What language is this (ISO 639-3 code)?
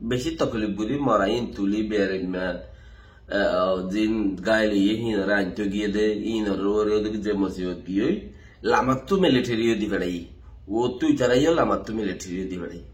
rhg